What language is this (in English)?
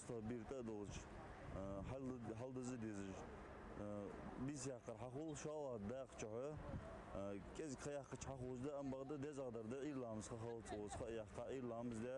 Ingush